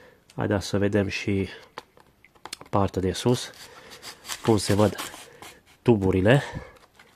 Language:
Romanian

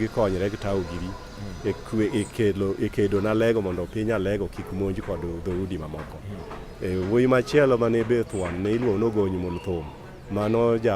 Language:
Luo (Kenya and Tanzania)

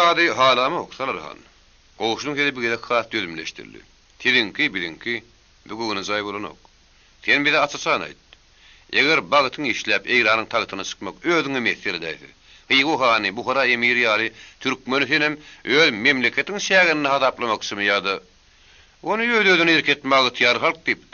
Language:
Turkmen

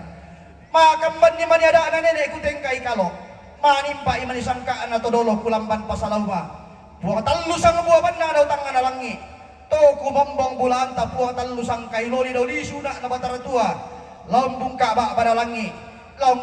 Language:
Toraja-Sa'dan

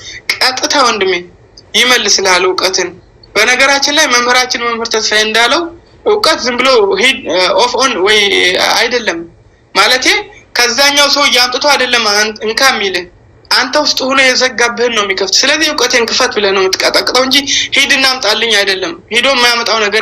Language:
Amharic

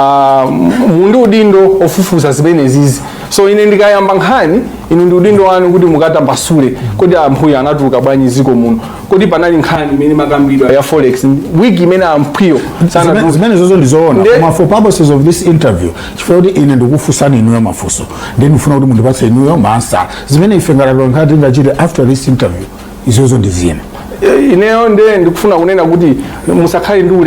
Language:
Nyanja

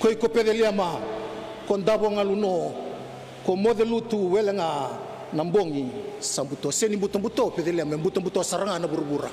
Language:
Fijian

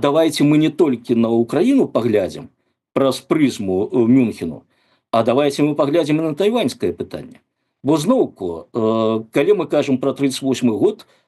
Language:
Belarusian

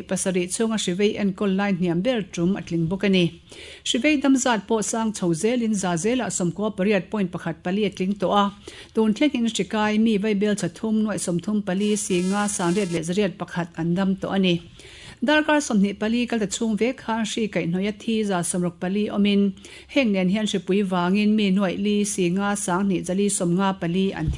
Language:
Mizo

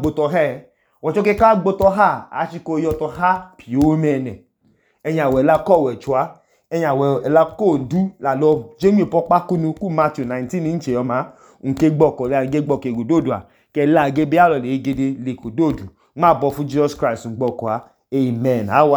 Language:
Idoma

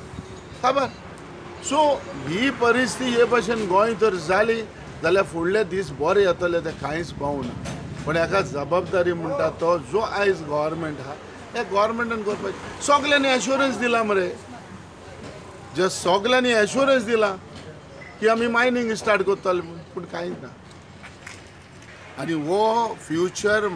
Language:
Konkani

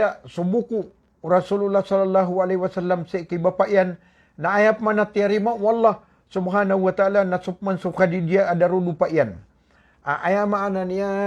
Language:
Maranao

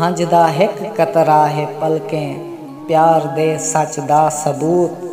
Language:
Saraiki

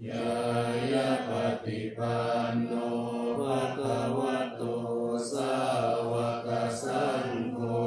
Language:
Pali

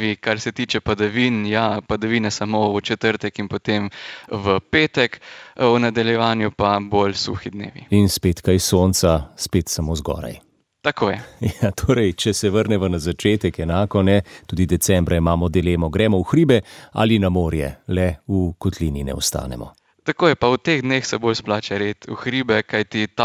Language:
Slovenian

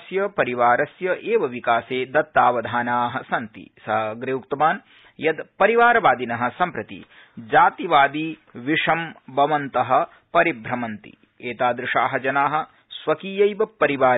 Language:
Sanskrit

